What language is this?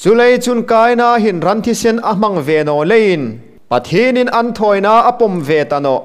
Hmar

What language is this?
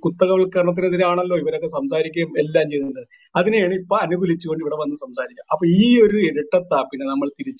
Malayalam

